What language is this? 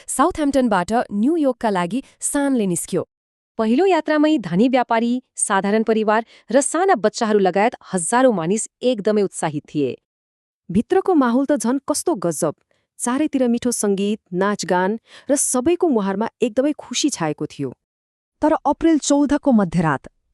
Nepali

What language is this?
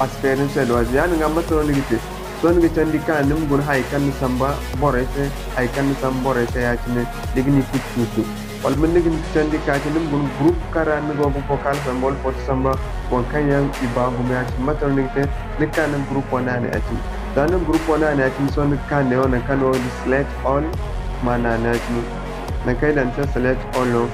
Zarma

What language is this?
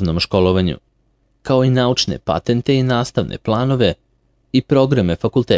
Serbian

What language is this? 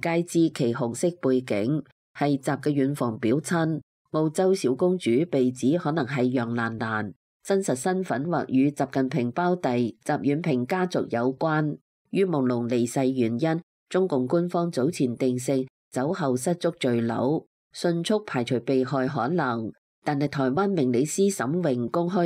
Cantonese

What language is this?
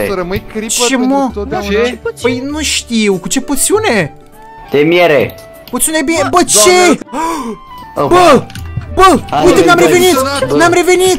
Romanian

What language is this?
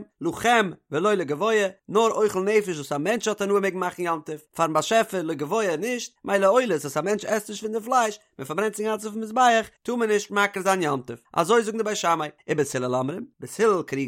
Yiddish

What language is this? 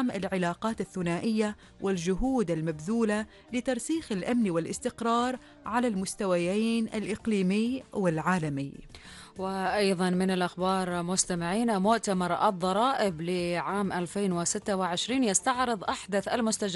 Arabic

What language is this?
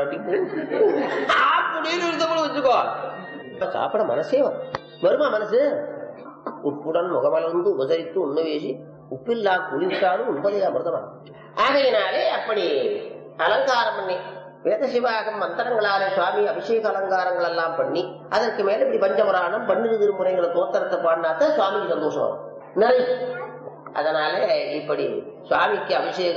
Tamil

